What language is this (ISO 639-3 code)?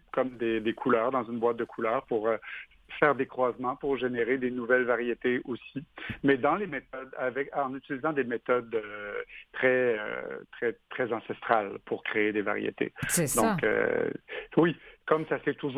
fra